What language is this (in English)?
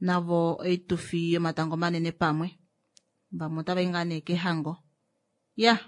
Kuanyama